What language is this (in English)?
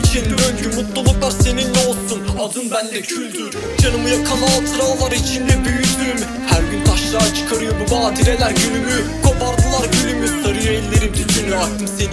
Turkish